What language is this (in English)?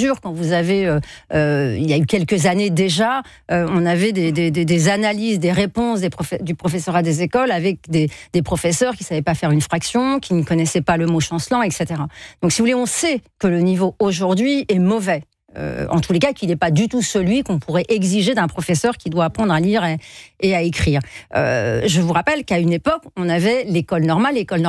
French